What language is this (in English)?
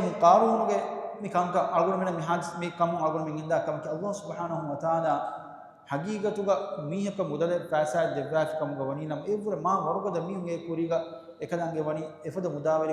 Divehi